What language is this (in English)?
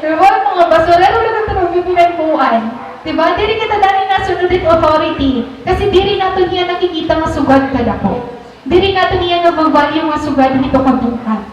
Waray